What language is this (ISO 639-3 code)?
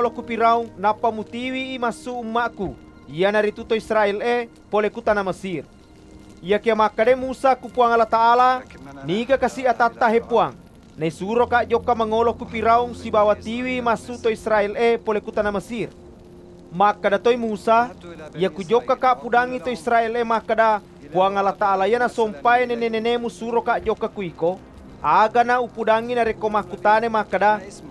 bug